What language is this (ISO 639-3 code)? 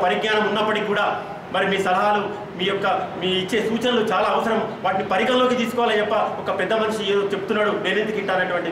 tel